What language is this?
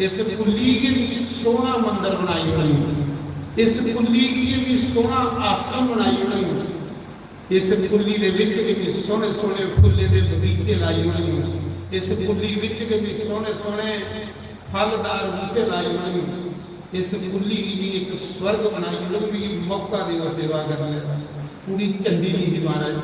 Dogri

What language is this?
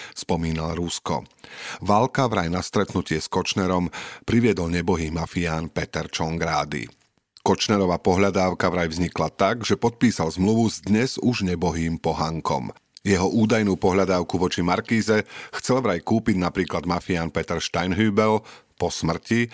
Slovak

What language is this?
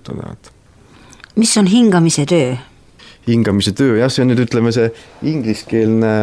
Estonian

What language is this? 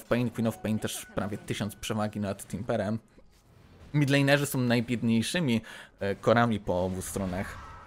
Polish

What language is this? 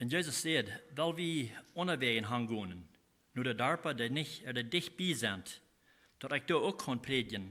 Plautdietsch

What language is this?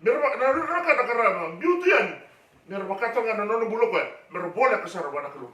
Fijian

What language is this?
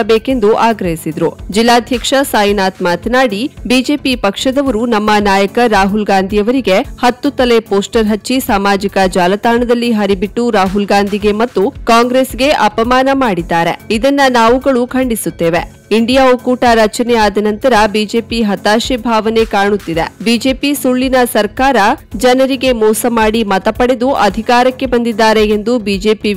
Kannada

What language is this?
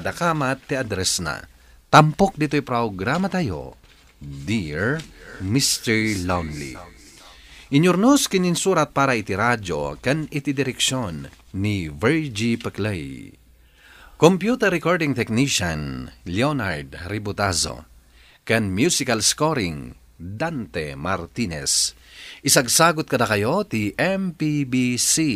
Iloko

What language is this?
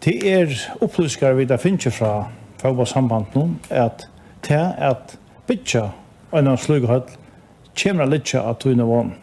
Faroese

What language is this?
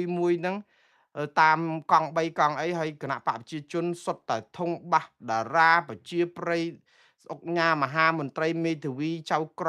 Khmer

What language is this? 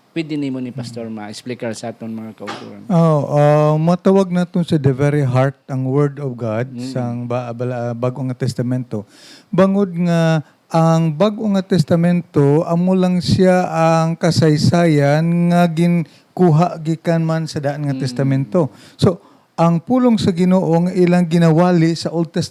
Hiligaynon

